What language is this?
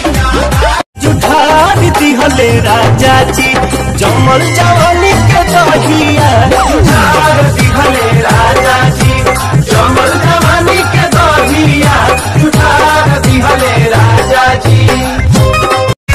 Bhojpuri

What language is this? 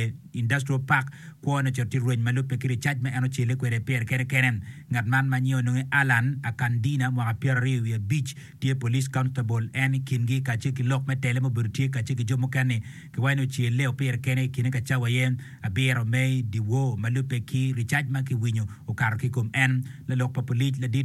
Acoli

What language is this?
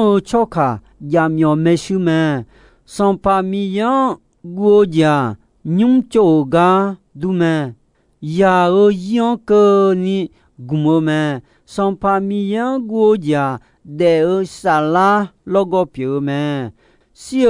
Akha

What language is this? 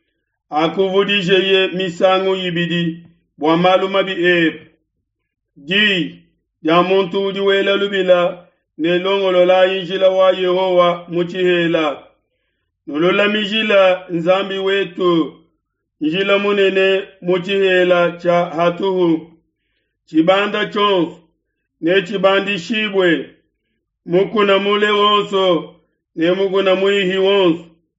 Luba-Lulua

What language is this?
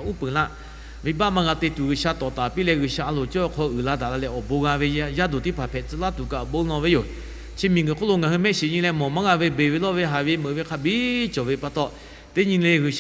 Lahu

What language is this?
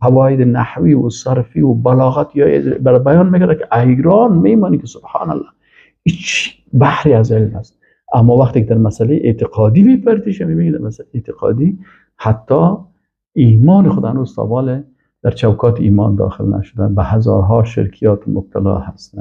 Persian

